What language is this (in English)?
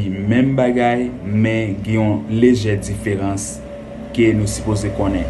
Haitian Creole